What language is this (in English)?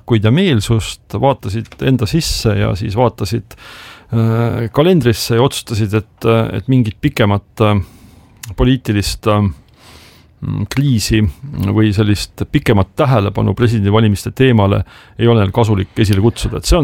Estonian